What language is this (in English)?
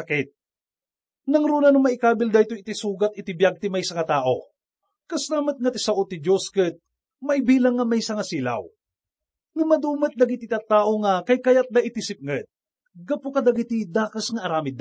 Iloko